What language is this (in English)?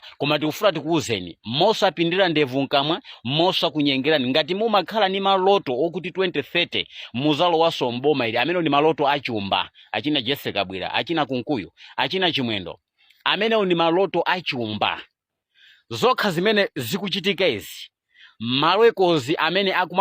Nyanja